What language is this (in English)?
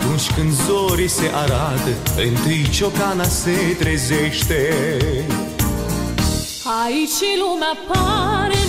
Romanian